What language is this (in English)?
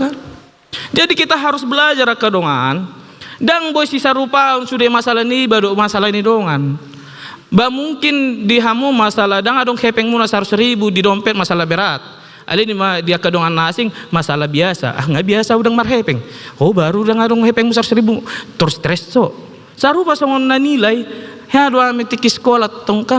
Batak Toba